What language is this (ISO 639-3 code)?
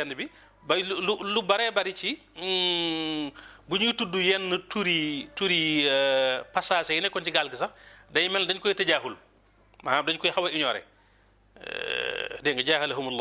wol